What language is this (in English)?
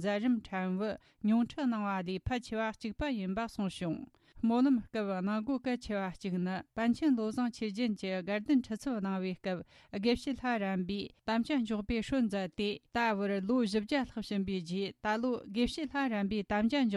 Tibetan